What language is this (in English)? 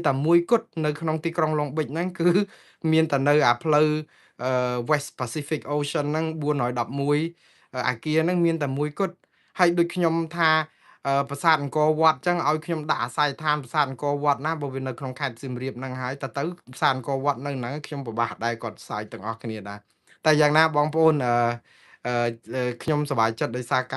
Khmer